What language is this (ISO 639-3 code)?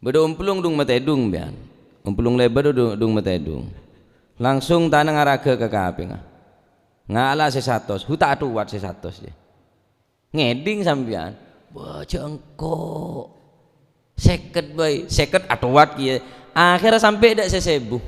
mad